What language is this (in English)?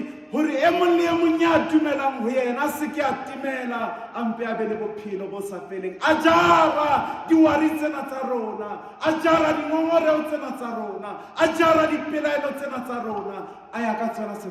Southern Sotho